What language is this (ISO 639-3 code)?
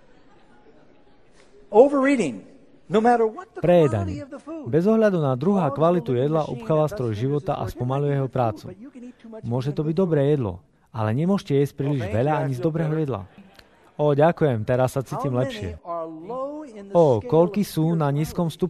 slk